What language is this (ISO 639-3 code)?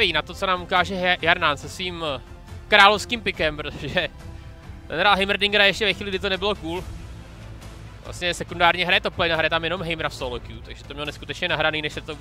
ces